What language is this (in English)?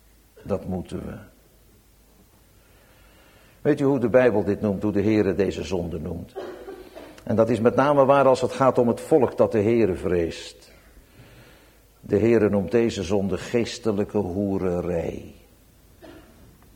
Dutch